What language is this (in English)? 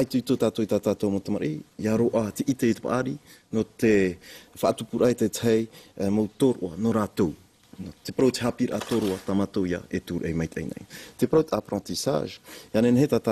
Tahitian